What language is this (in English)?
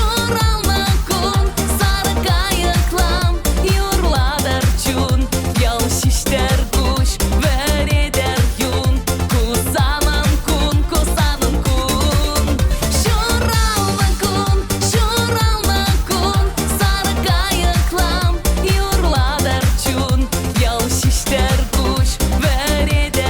Chuvash